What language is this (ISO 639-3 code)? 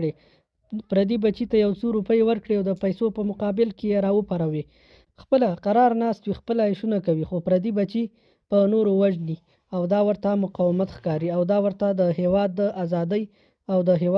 pus